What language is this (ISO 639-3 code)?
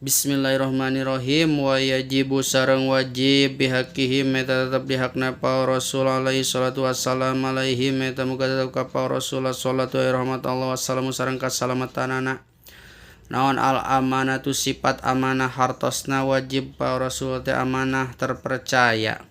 sun